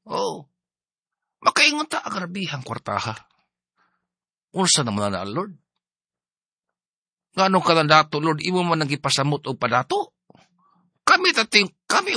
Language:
Cebuano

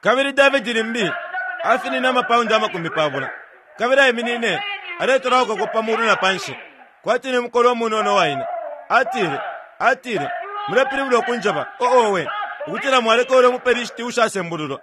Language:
Bemba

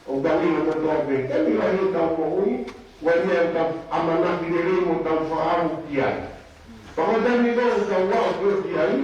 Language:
Tongan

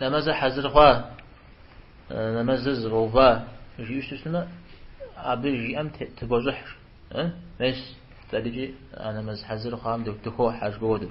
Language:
Kabardian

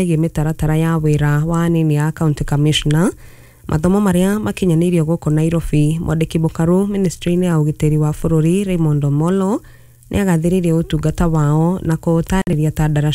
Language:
Kikuyu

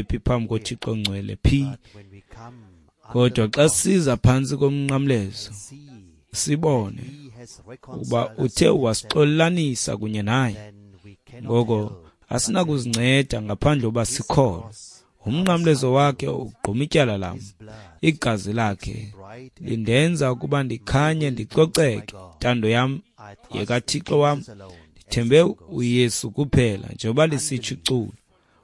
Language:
Xhosa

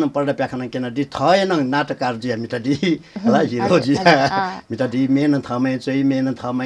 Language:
Newari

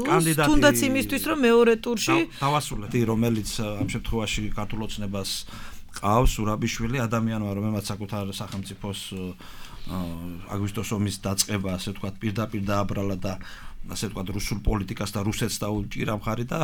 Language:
Georgian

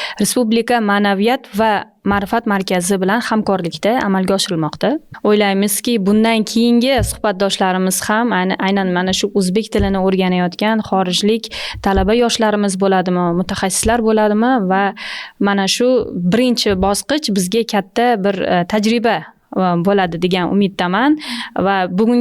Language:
Uzbek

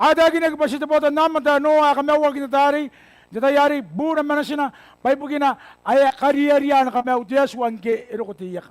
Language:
Gilbertese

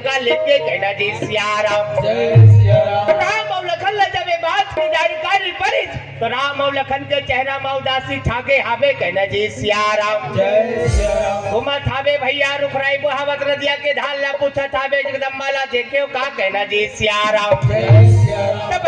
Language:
Chhattisgarhi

